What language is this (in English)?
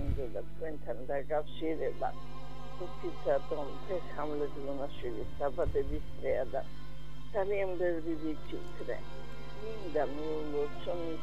Georgian